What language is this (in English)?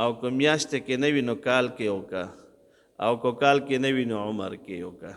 Pashto